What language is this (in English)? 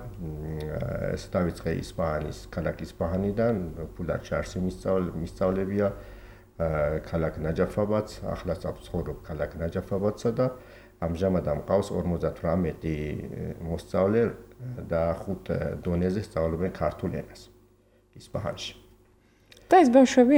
Georgian